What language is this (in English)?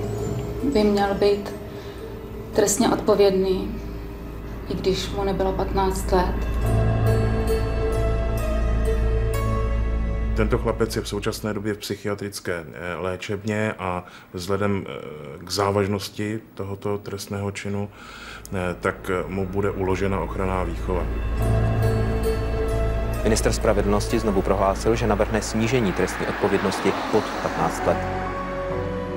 Czech